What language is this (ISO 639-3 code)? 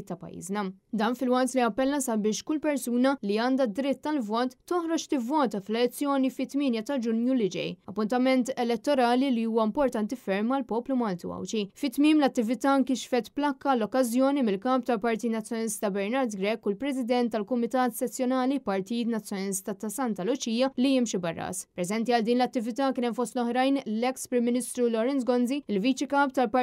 mlt